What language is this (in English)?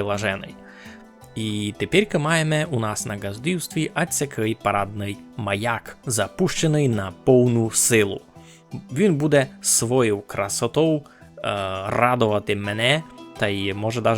Rusyn